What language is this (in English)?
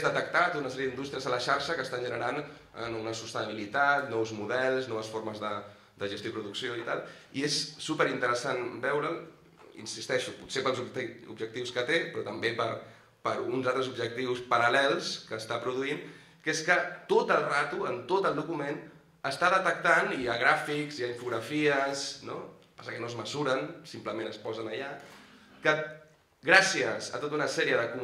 Catalan